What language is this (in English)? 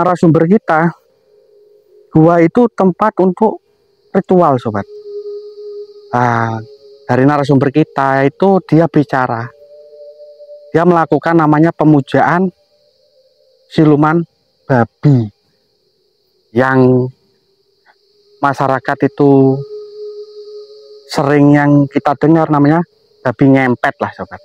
Indonesian